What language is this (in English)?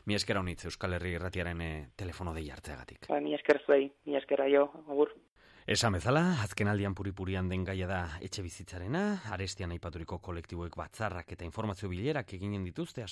Basque